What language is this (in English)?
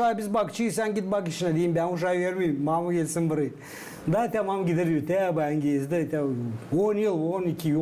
Gagauz